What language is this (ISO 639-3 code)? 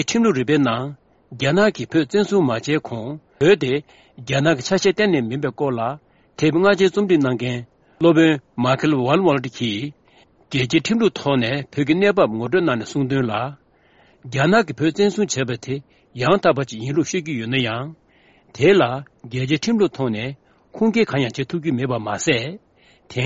bod